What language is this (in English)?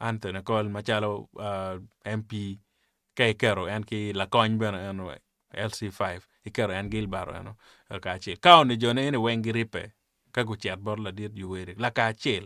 Acoli